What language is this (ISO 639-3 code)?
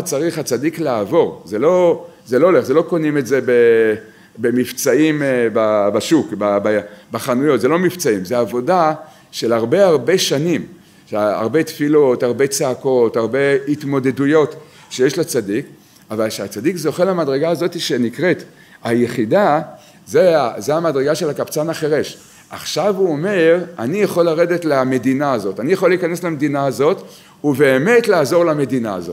heb